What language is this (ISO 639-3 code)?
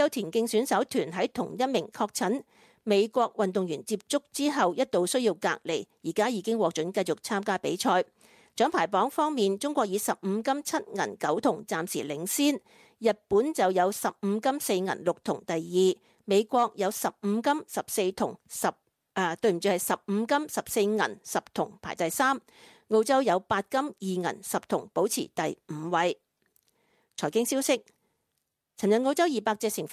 yue